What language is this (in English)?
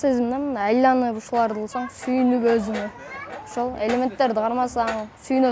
Kyrgyz